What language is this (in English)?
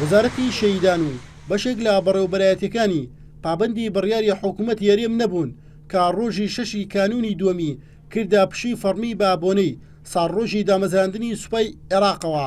Central Kurdish